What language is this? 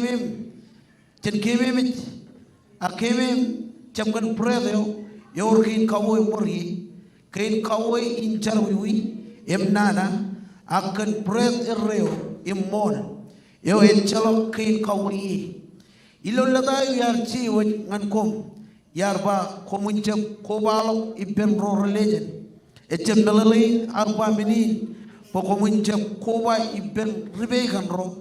Marshallese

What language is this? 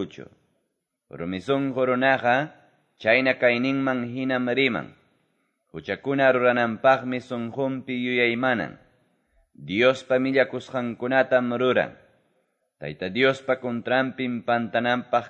Quechua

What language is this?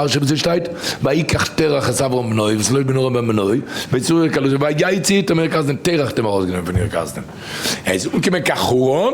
Yiddish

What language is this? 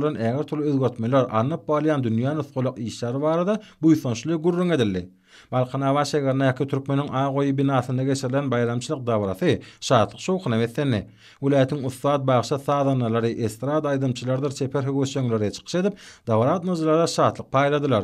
Turkmen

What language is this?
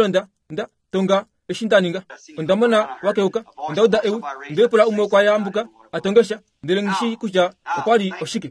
Kuanyama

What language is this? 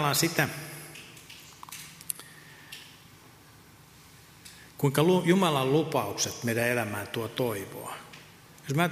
Finnish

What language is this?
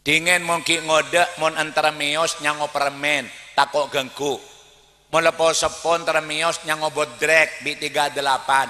Madurese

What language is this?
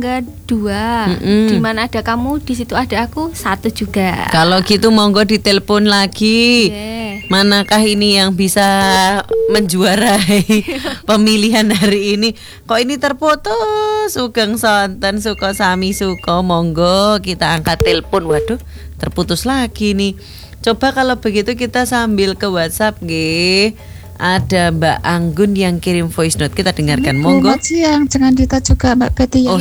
Indonesian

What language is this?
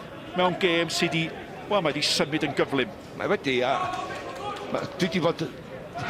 Welsh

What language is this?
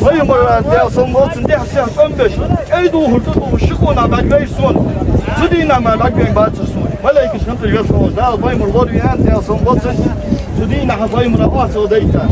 Ingush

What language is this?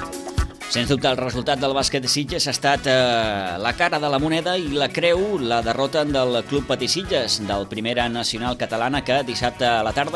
Catalan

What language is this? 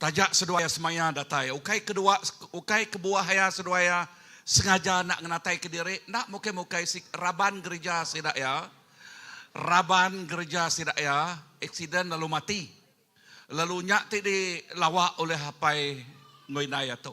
Iban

